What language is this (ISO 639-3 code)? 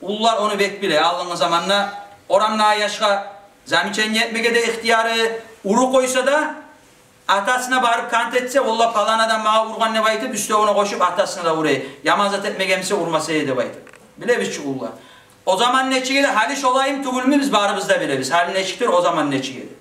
kum